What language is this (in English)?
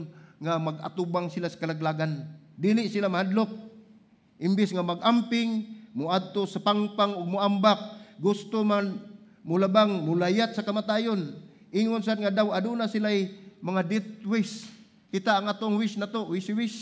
Cebuano